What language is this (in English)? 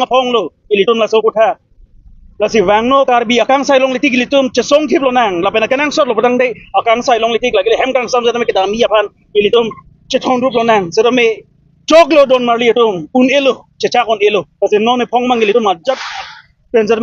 Karbi